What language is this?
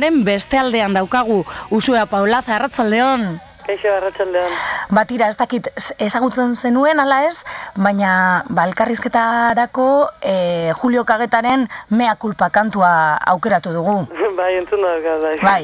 Basque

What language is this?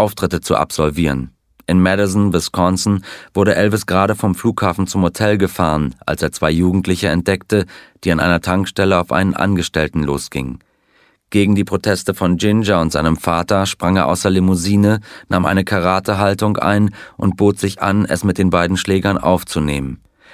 German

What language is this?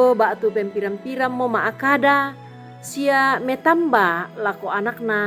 Toraja-Sa'dan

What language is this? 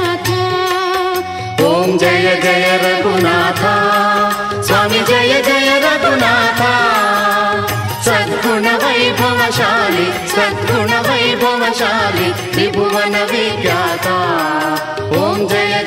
Kannada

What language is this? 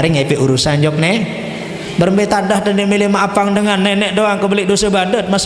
Sasak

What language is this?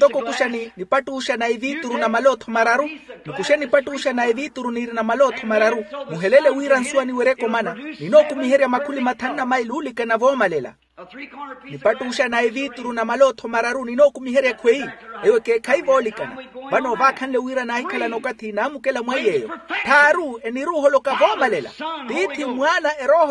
Makhuwa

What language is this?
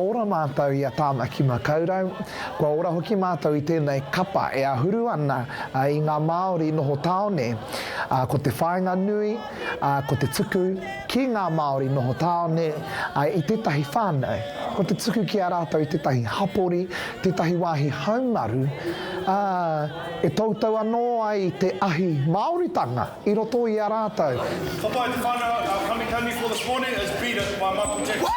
Māori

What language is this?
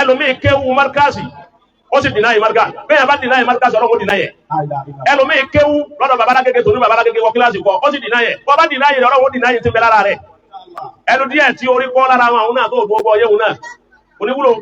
Yoruba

